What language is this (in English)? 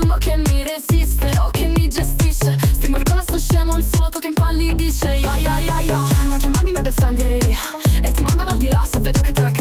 Italian